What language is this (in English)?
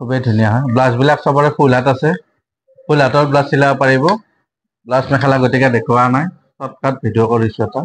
Assamese